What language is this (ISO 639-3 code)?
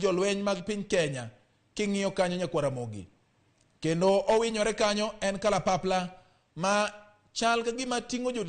luo